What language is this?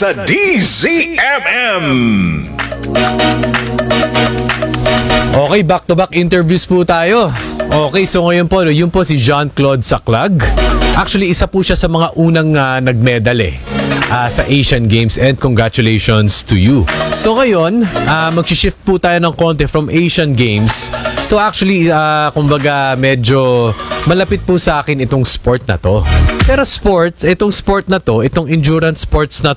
Filipino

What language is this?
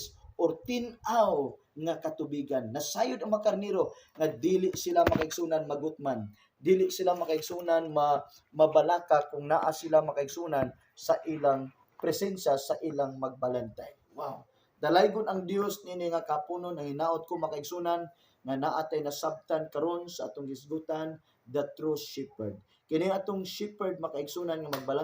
Cebuano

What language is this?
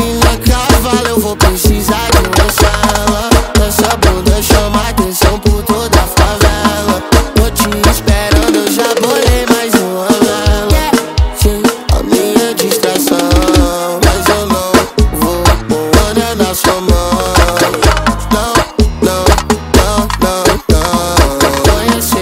Portuguese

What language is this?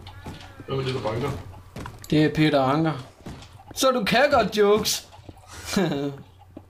Danish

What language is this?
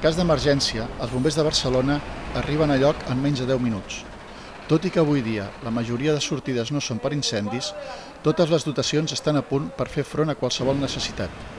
Catalan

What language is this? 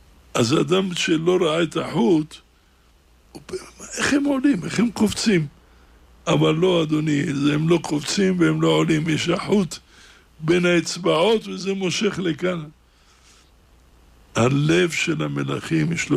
Hebrew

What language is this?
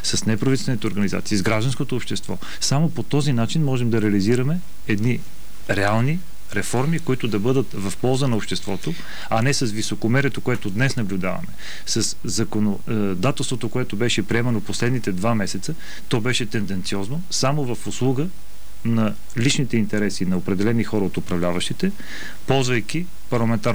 Bulgarian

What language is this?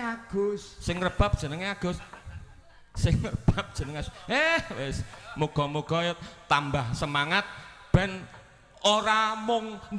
Javanese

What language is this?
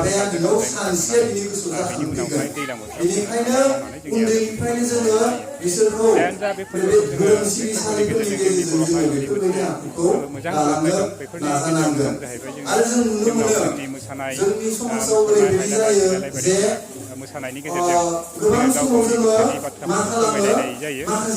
Bodo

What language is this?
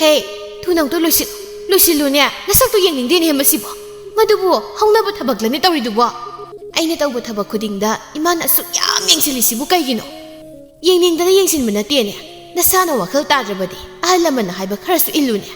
Manipuri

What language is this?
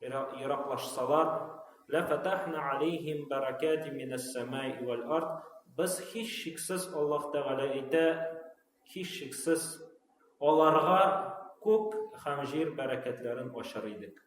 Tatar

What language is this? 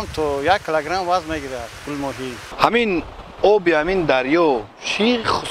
Tajik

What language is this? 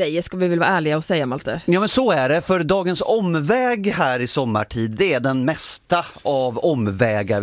Swedish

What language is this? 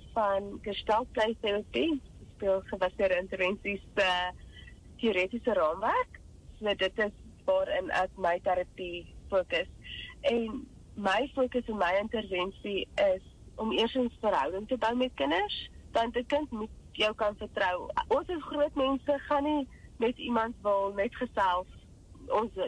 Afrikaans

